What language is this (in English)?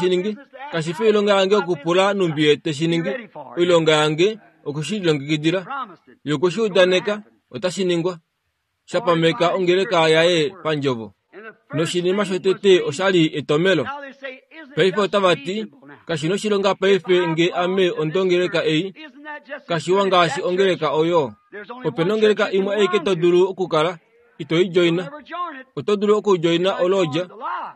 Kuanyama